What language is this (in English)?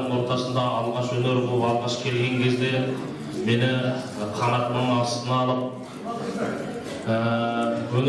Kazakh